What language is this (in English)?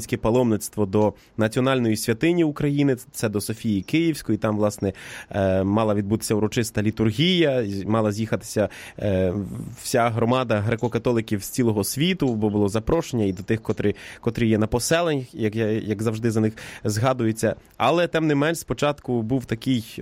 Ukrainian